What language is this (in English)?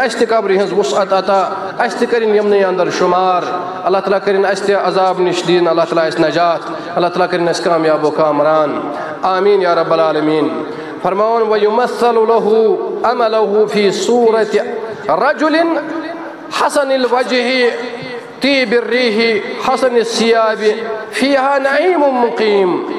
Kashmiri